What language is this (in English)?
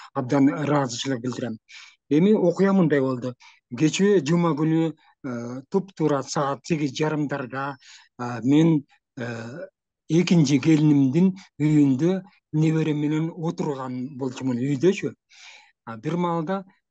Kyrgyz